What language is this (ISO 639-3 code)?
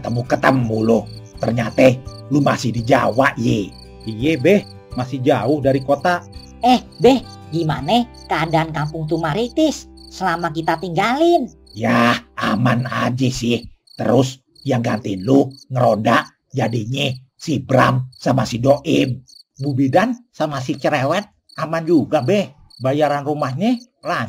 bew